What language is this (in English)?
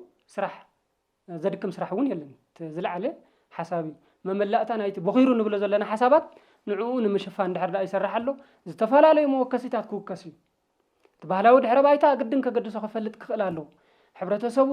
Tigrinya